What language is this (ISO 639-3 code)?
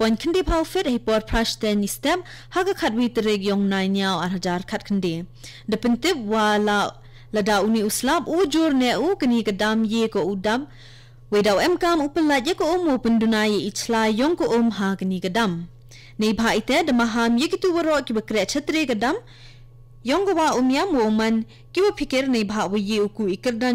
kha